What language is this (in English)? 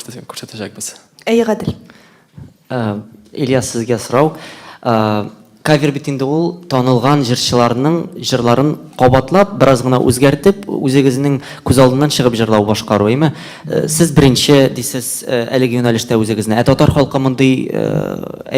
Tatar